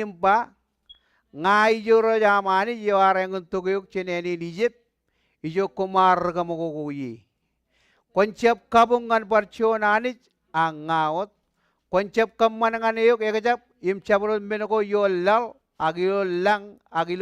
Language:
Marshallese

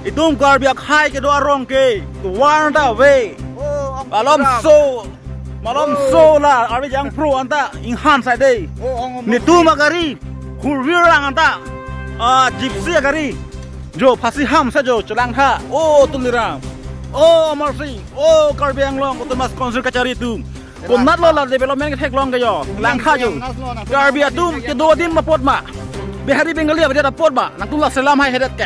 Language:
Karbi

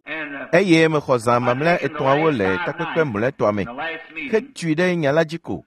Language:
Ewe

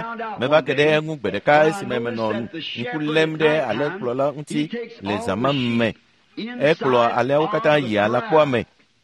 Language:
Ewe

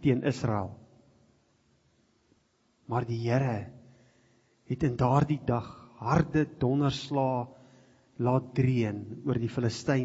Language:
Afrikaans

